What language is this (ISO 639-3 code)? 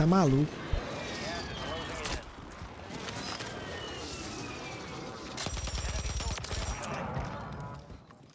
por